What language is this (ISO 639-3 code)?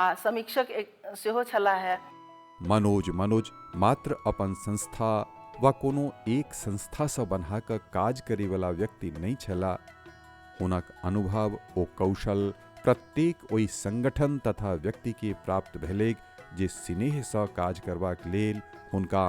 mai